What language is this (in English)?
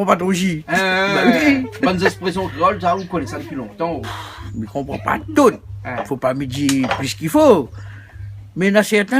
Réunion Creole French